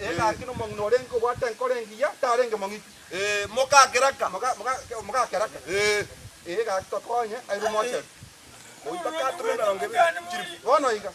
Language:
Gusii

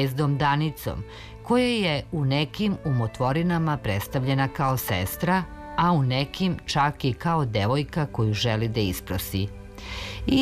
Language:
Serbian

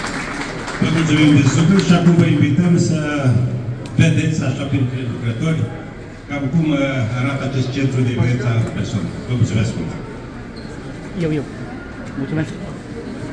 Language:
Romanian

